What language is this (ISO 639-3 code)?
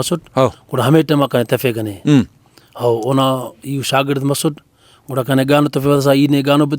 brh